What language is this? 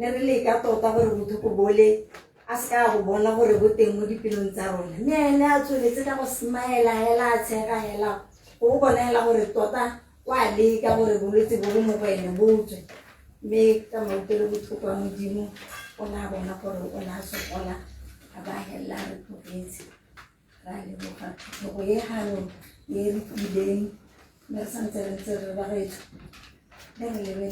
Tswana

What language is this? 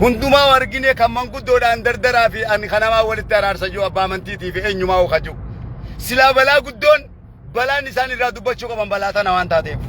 Oromo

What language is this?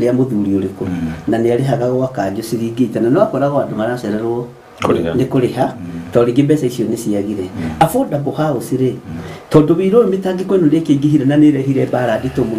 Kikuyu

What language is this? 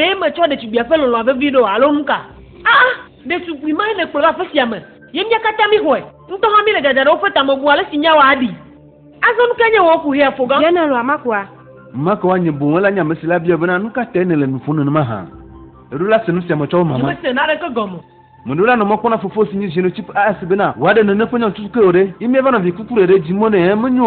Ewe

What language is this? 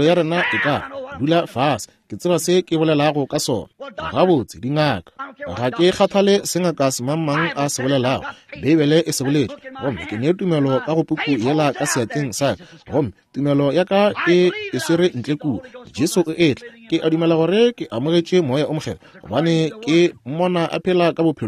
Northern Sotho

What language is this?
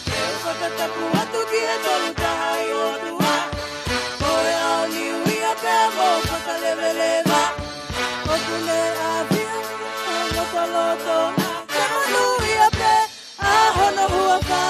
Tongan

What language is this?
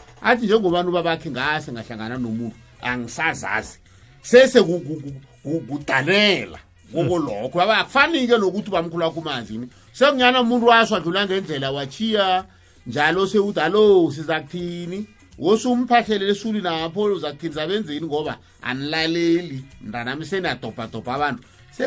South Ndebele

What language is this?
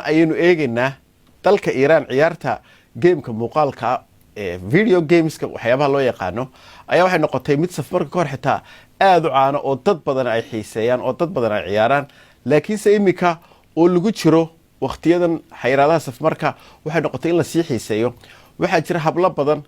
Somali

